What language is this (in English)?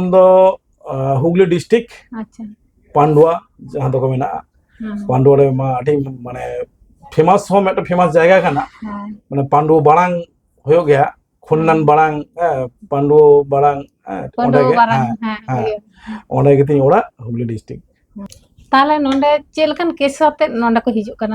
Santali